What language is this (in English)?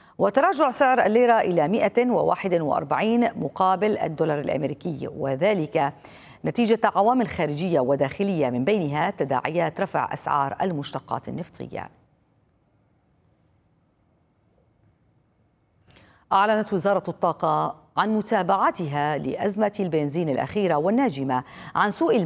Arabic